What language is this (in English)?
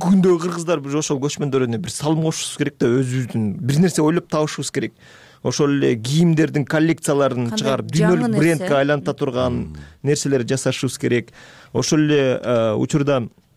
Kyrgyz